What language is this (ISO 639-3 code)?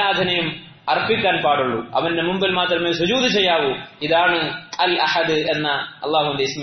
mal